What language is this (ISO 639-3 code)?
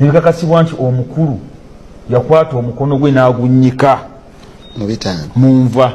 lug